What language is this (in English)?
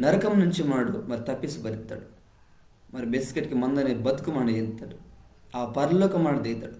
Koya